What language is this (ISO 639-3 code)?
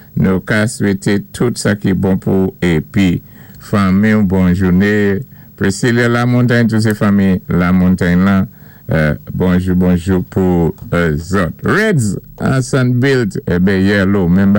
acf